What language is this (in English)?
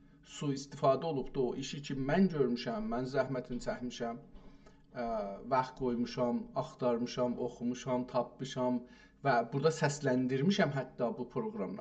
South Azerbaijani